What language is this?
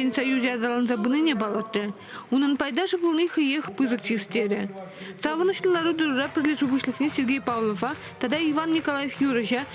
Chuvash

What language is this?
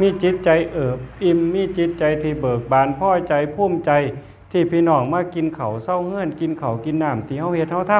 Northeastern Thai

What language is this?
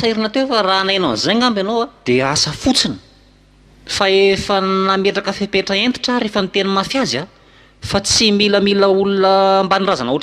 Malagasy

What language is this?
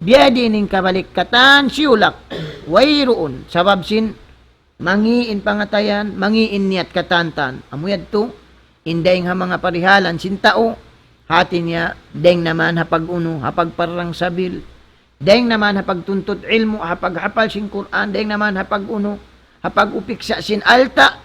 Tausug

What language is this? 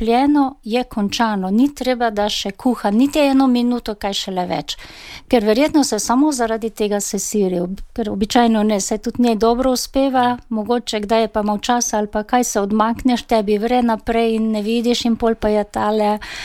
Slovenian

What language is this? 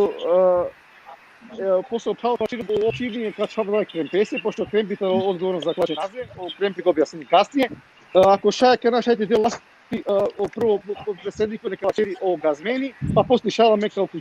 Balkan Romani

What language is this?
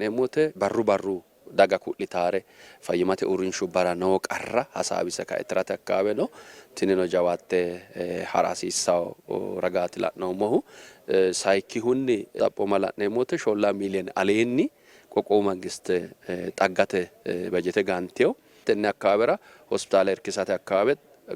Sidamo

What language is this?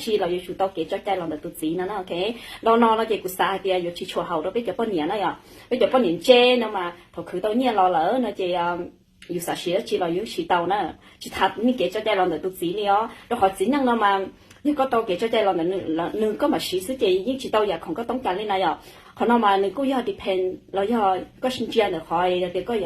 Hmong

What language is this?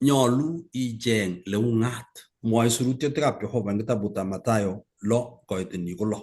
Kalenjin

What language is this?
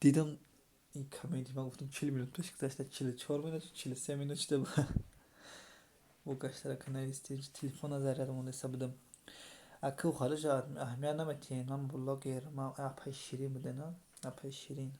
Tajik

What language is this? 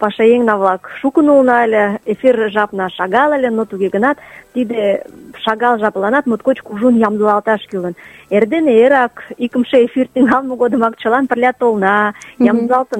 Mari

